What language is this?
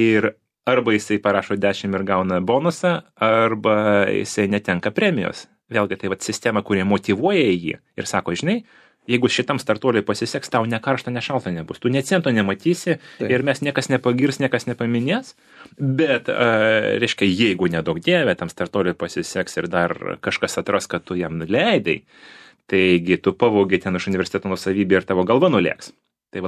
Lithuanian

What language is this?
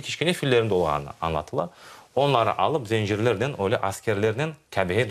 Crimean Tatar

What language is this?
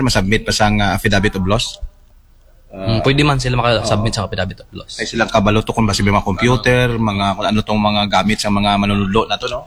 Aklanon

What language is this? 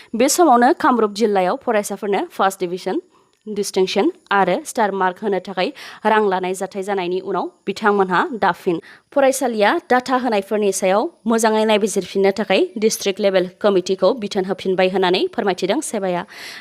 Bodo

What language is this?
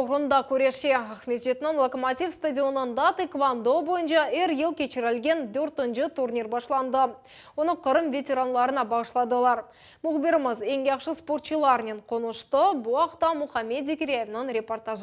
Crimean Tatar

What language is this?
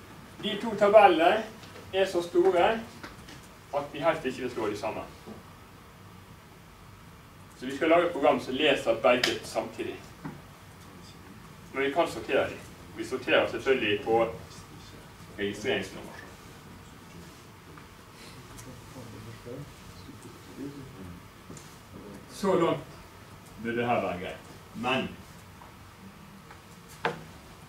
Norwegian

